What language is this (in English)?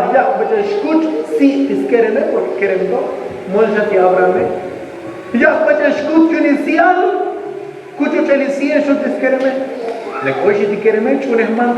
Tzotzil